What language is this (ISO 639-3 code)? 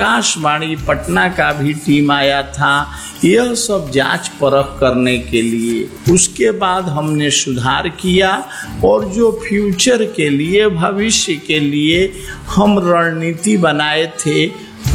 hin